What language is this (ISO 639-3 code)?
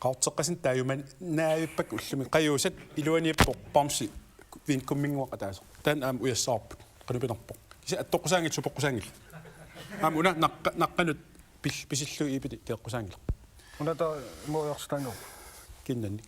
kal